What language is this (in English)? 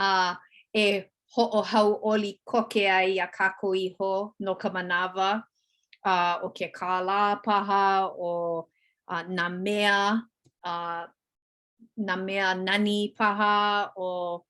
Hawaiian